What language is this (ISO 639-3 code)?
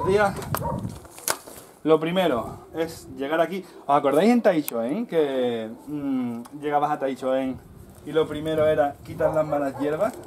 spa